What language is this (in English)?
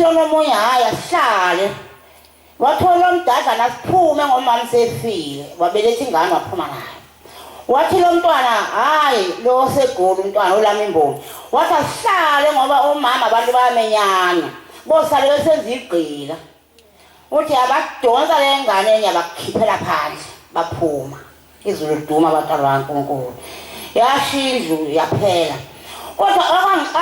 Zulu